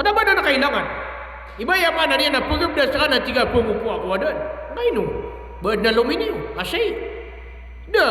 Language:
Maranao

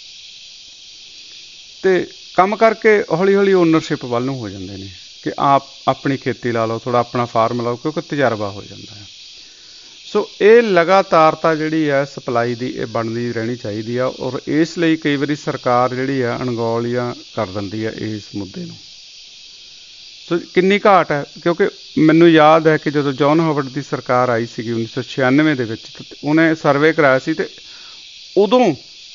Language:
Punjabi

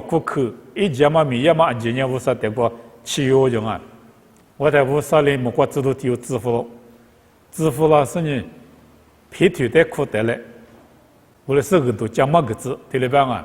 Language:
Lisu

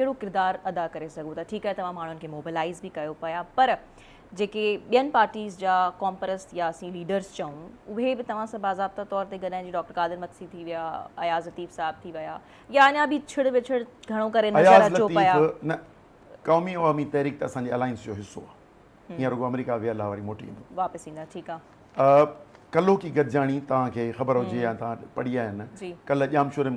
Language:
Sindhi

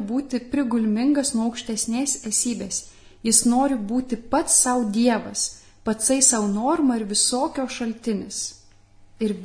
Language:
Lithuanian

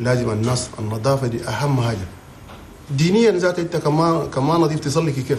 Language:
Chadian Arabic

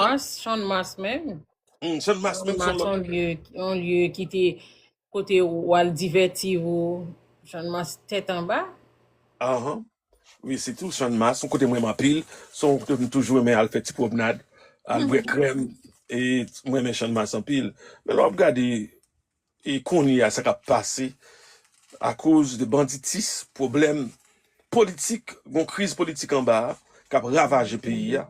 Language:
Haitian Creole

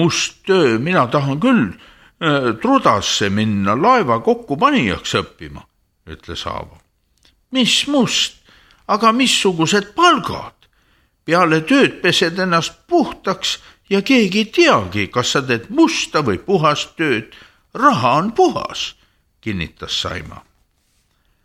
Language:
Estonian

